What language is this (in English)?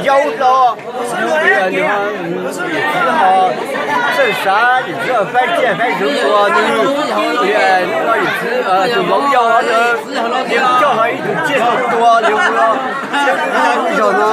Hmong